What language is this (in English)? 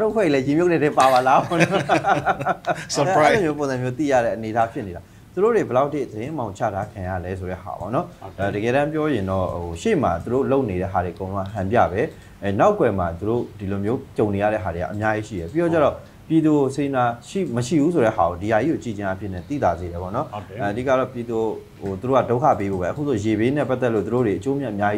Burmese